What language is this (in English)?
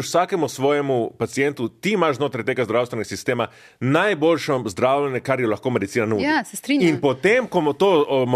Slovenian